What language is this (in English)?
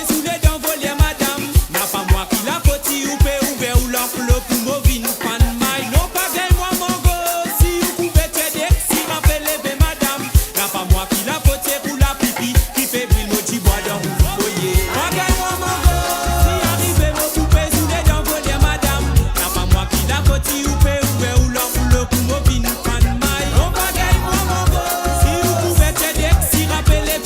Morisyen